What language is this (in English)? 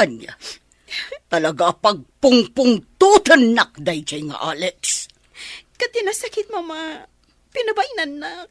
Iloko